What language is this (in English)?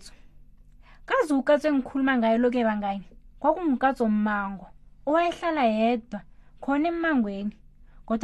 South Ndebele